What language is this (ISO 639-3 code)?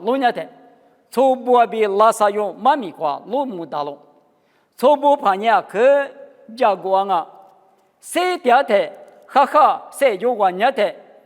lis